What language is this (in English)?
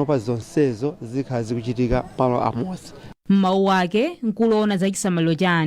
Nyanja